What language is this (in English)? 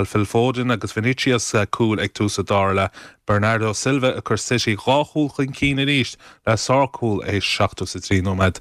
Irish